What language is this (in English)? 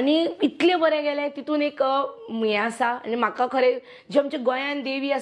Konkani